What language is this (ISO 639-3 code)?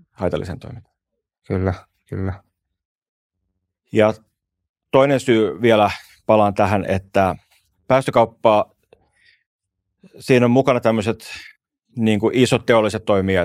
fin